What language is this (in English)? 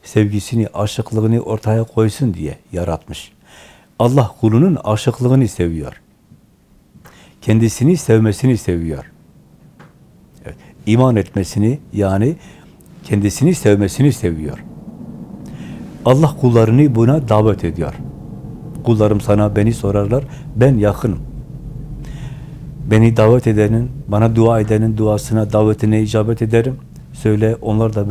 Turkish